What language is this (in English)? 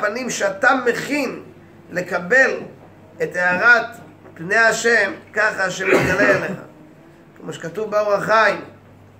Hebrew